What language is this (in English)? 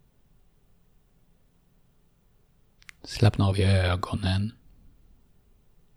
Swedish